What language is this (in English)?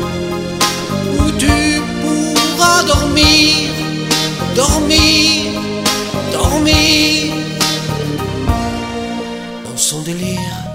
French